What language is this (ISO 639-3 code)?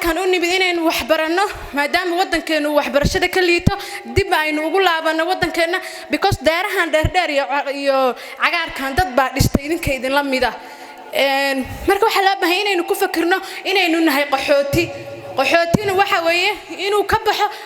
som